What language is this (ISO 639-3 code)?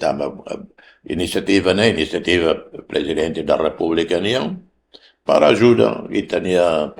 tet